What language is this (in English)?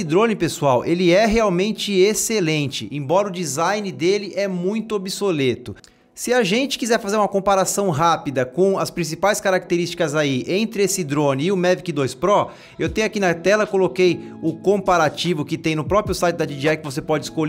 Portuguese